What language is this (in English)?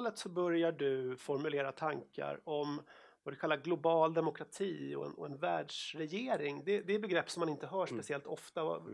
Swedish